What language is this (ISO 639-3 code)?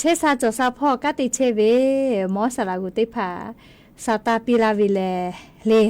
lhu